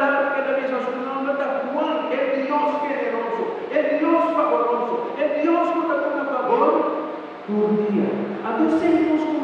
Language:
Papiamento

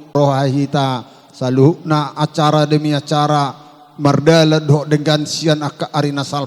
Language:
Batak Toba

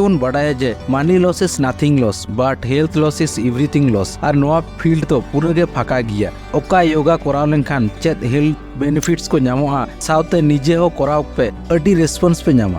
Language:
Santali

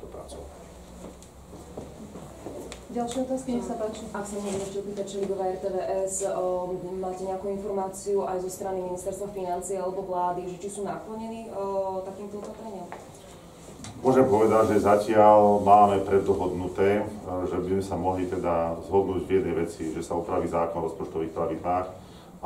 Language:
Slovak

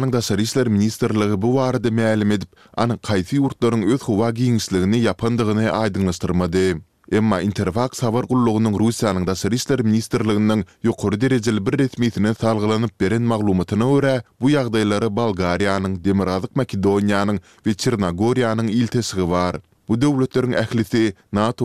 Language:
Turkmen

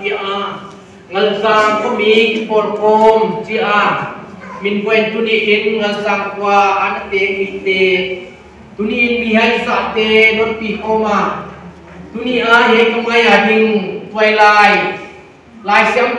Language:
Paite Chin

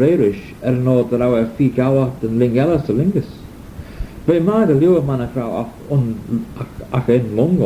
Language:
Manx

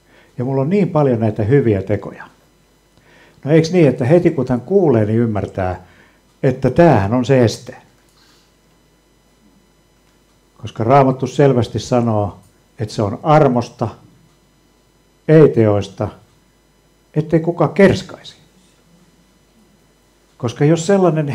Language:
Finnish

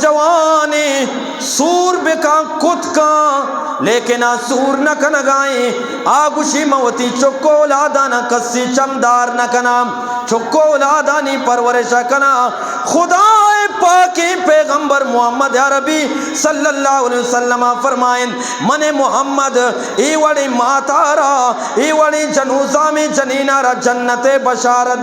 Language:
Eastern Balochi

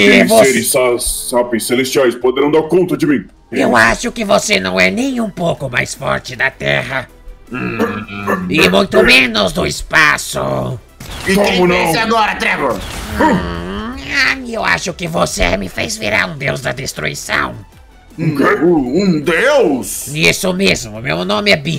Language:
Portuguese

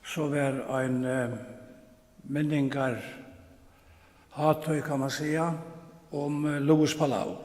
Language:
Faroese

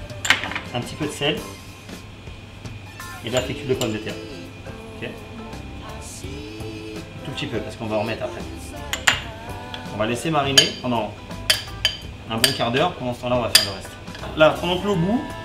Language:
French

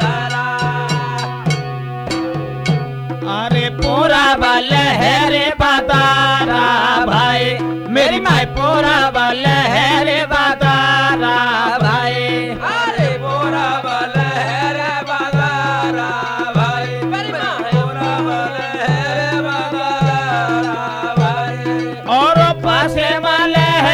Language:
Bhojpuri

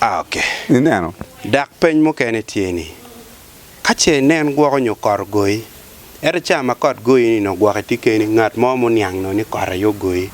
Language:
Acoli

